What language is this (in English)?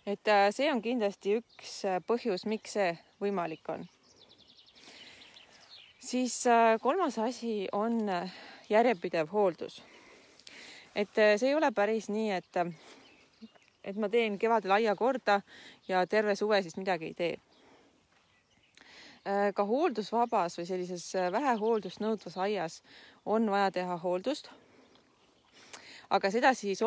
Estonian